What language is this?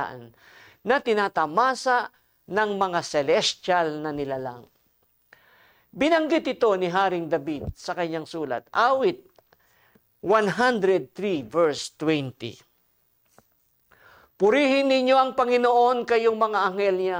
Filipino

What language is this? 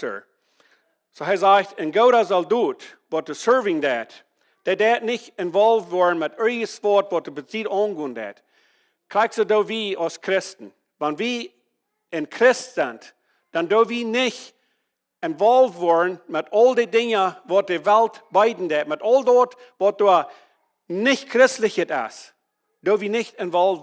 Plautdietsch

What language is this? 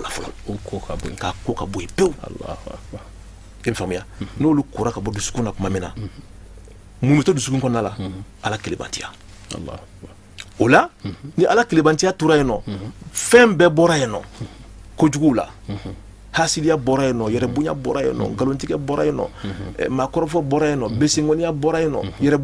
Bambara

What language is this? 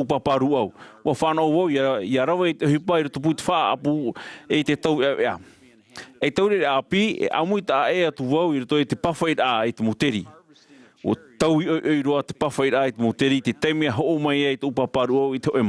Tahitian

